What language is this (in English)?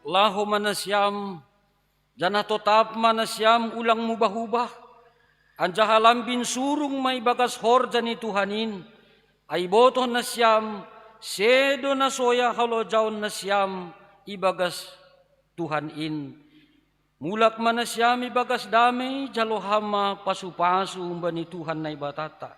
Batak Simalungun